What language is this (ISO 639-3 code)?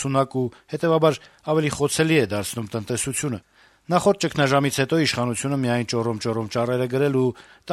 hye